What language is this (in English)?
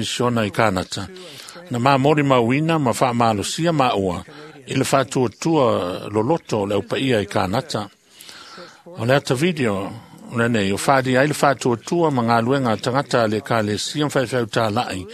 Samoan